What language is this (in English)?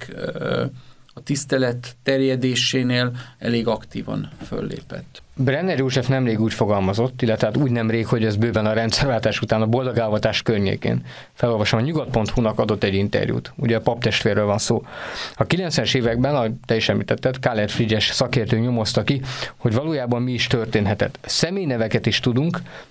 Hungarian